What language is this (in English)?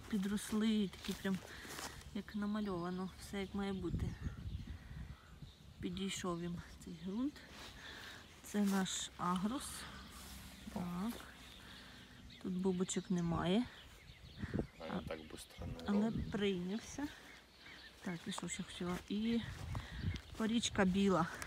Ukrainian